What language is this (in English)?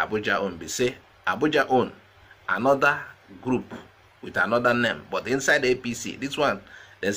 Nigerian Pidgin